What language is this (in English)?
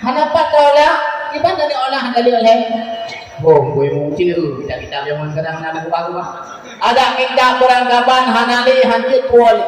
Achinese